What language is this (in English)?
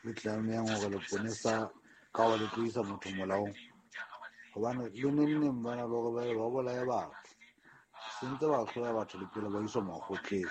Southern Sotho